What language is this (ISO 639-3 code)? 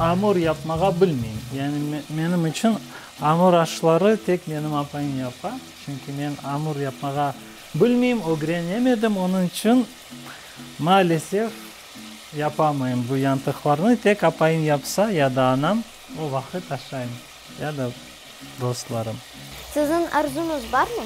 crh